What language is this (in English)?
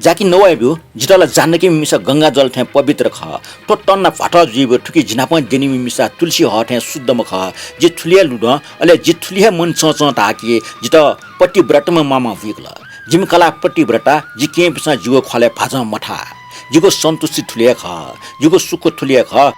Newari